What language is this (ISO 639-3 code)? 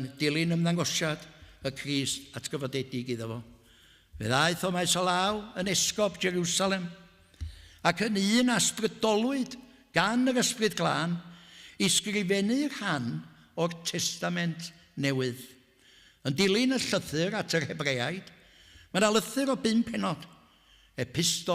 cym